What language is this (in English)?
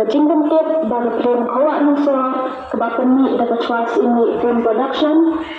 Khasi